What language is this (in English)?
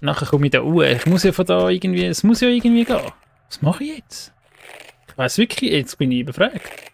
Swiss German